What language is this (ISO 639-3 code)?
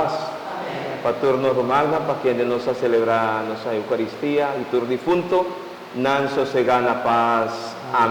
pap